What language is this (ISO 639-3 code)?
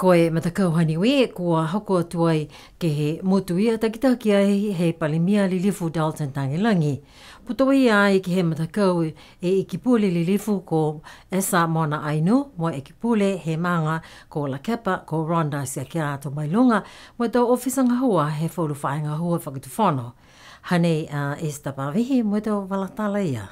niu